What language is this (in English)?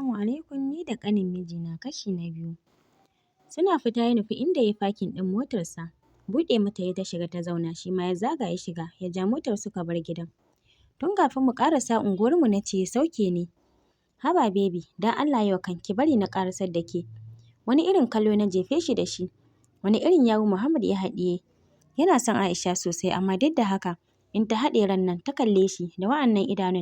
Hausa